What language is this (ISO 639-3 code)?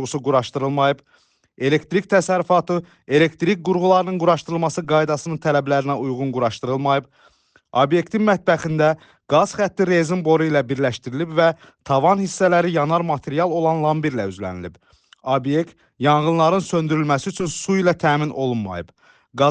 aze